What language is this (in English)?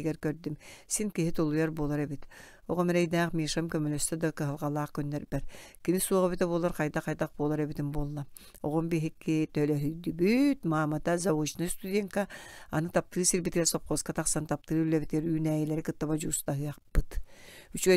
Yakut